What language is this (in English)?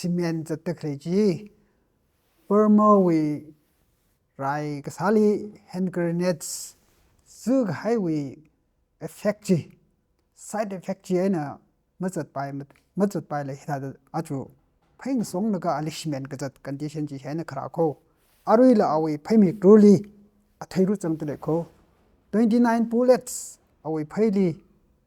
Tangkhul Naga (India)